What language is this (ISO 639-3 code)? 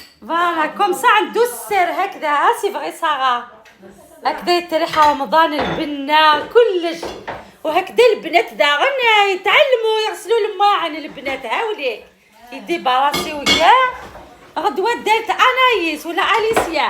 arq